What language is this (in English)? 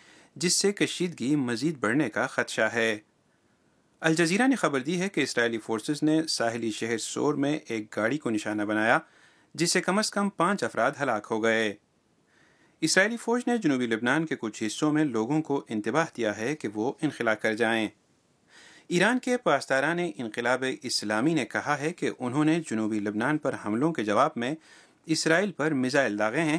Urdu